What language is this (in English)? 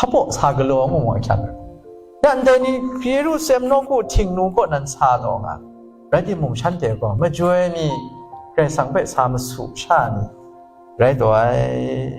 Kachin